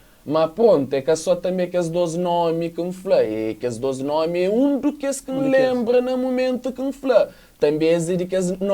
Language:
Kabuverdianu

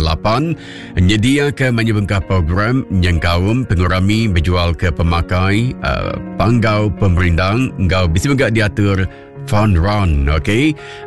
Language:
Iban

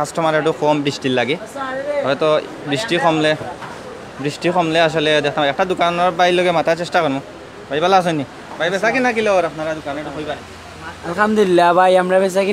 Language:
Sylheti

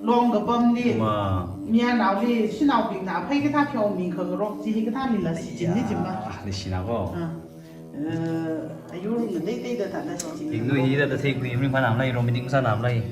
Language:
Tangkhul Naga (India)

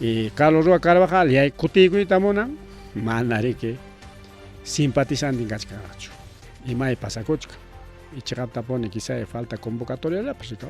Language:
Ayacucho Quechua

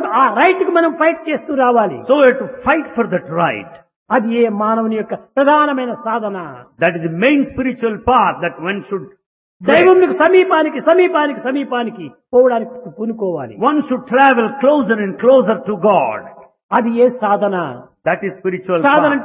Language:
Telugu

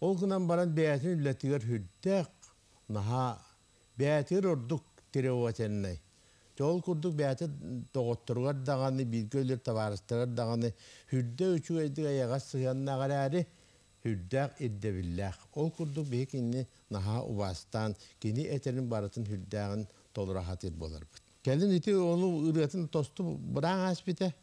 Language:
Yakut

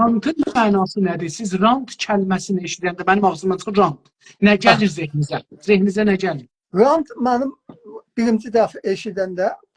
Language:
South Azerbaijani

